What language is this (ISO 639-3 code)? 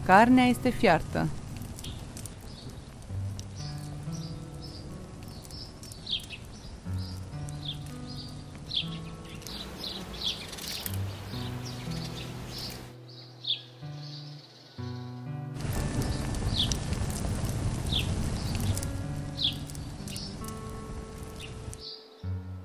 ron